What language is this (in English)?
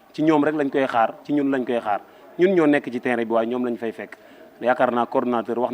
Wolof